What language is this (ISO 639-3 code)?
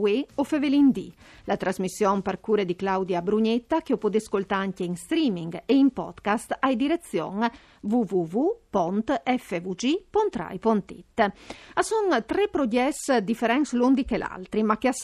fur